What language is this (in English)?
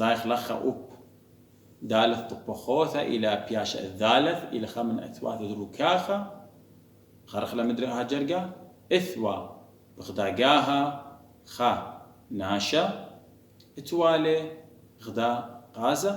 Assyrian Neo-Aramaic